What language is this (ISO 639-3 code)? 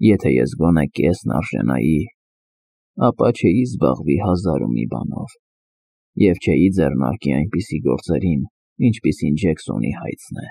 hye